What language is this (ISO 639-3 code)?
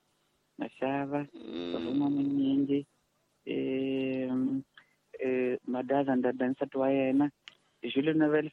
tso